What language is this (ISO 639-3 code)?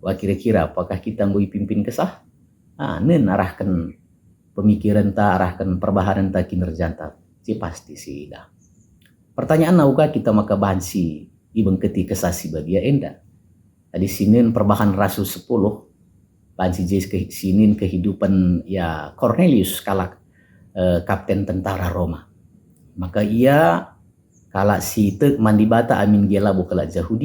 btx